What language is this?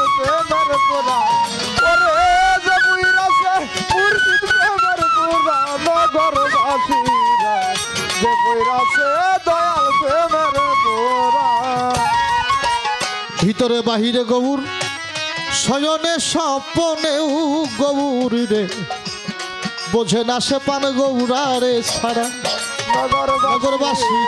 Bangla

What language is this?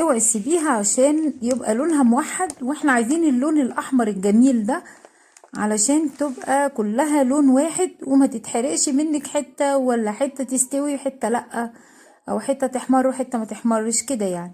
Egyptian Arabic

